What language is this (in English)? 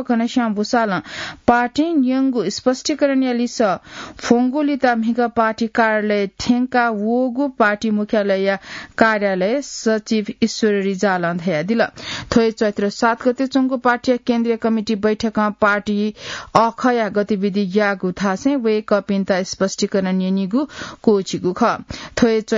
Newari